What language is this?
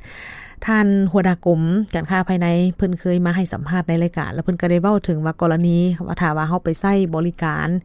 Lao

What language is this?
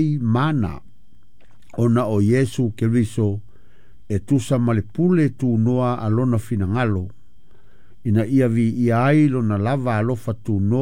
Samoan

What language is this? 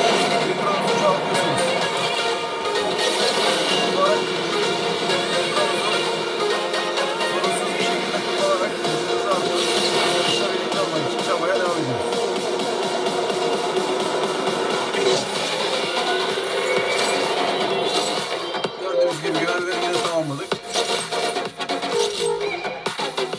Turkish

